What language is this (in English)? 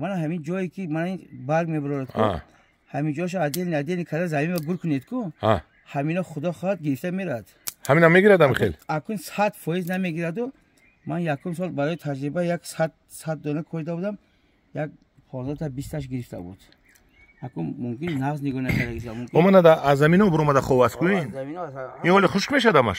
Tajik